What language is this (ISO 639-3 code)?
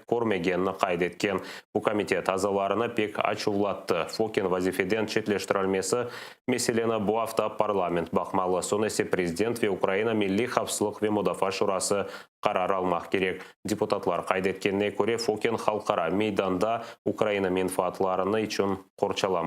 crh